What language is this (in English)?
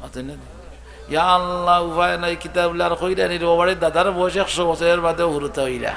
Sylheti